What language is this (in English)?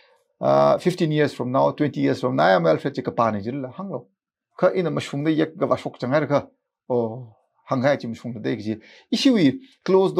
Tangkhul Naga (India)